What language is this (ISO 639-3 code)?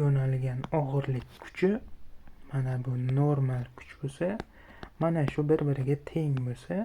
uzb